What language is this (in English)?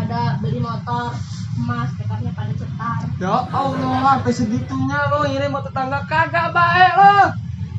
Betawi